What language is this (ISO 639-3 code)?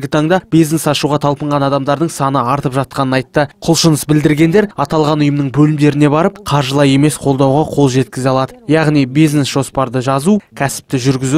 kaz